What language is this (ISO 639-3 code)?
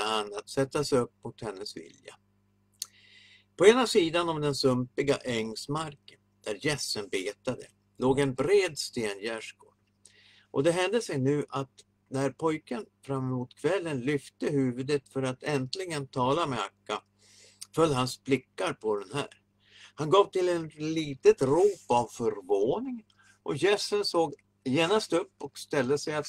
swe